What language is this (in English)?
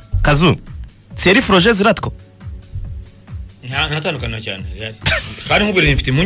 Kinyarwanda